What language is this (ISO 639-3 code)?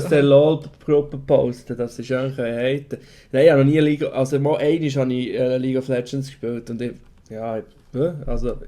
gsw